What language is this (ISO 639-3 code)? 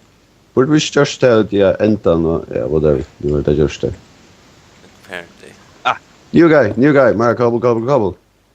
fao